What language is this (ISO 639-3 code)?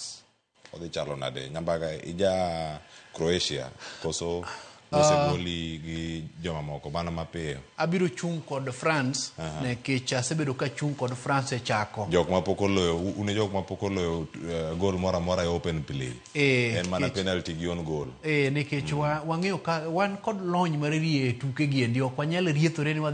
luo